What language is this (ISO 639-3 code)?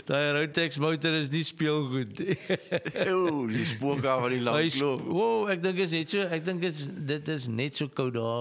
afr